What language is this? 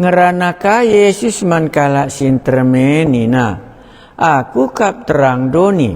Batak Karo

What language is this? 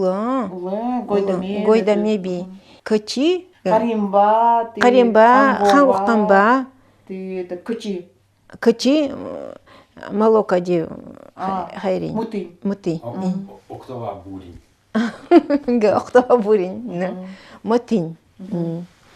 Nanai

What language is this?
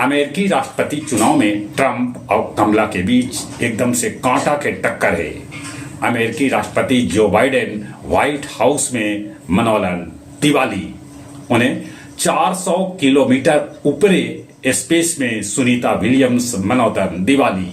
Magahi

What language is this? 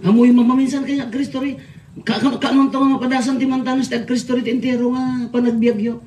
Iloko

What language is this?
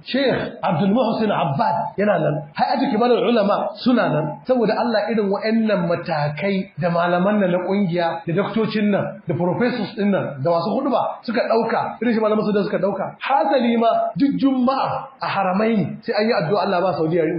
Hausa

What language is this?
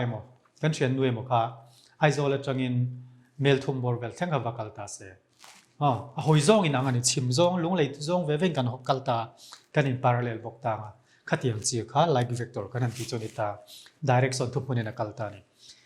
Mizo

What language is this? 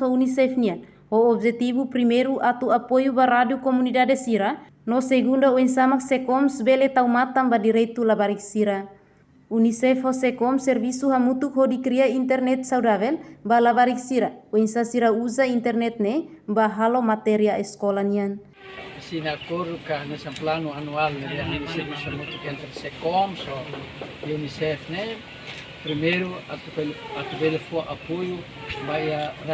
Tetum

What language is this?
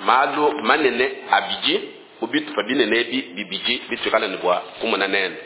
Luba-Lulua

